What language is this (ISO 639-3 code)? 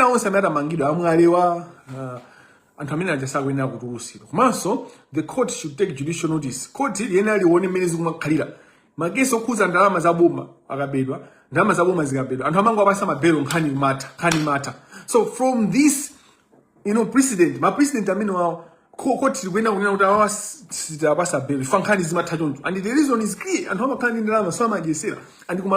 nya